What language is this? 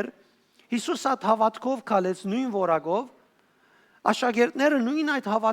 Western Armenian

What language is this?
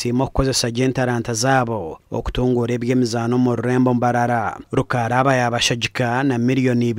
Nyankole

